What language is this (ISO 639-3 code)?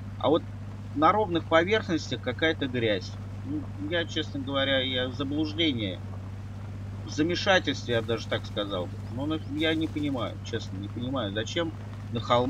rus